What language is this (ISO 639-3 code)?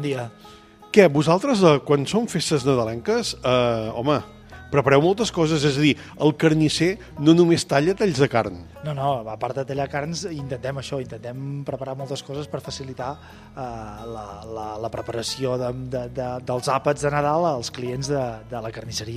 cat